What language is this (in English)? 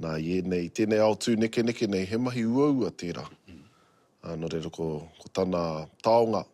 Māori